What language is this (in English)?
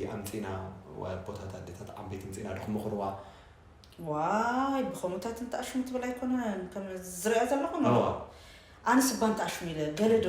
Tigrinya